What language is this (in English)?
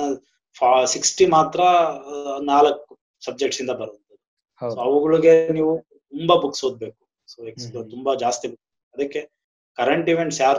Kannada